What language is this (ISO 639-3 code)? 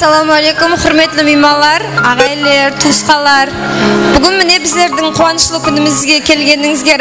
kaa